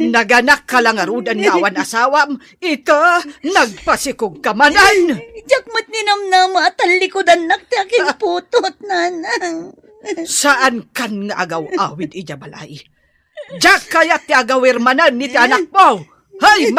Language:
Iloko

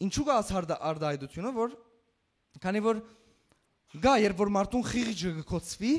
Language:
Western Armenian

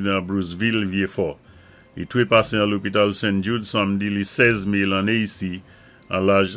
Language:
Saint Lucian Creole French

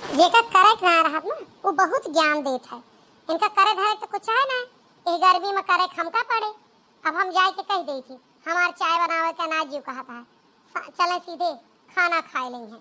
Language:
Awadhi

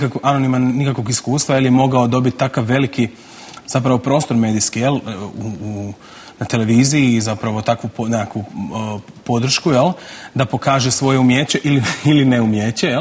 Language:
Croatian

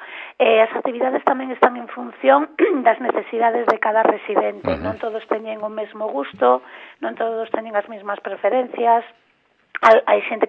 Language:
Galician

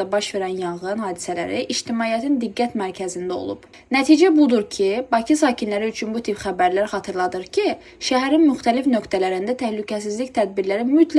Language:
Azerbaijani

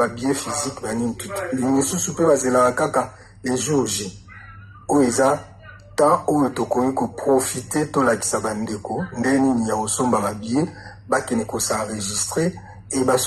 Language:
Lingala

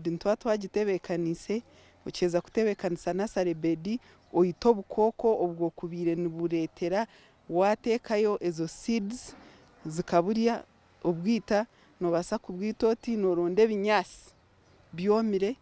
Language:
Nyankole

